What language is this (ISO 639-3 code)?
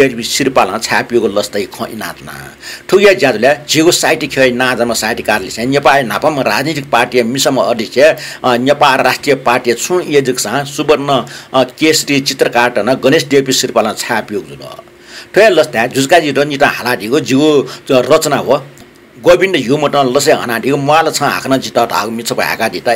new